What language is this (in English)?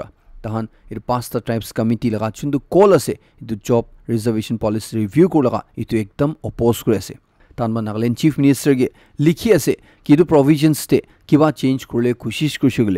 Naga Pidgin